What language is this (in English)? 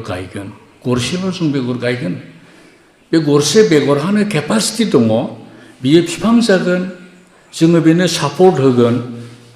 Bodo